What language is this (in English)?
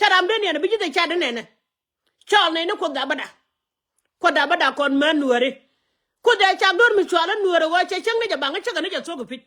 Nuer